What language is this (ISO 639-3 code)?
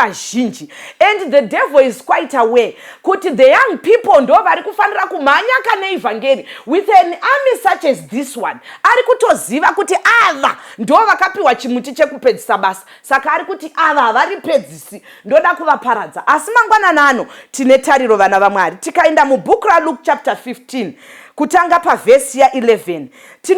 sna